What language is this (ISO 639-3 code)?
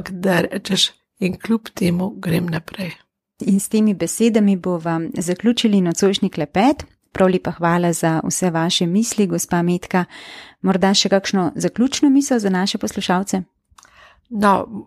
slv